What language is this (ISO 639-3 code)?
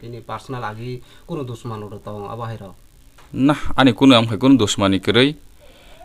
ria